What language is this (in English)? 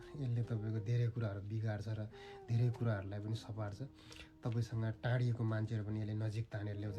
Nepali